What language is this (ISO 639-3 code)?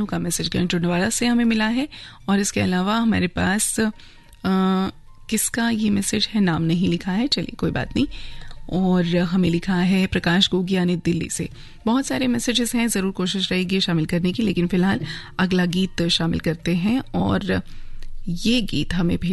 hin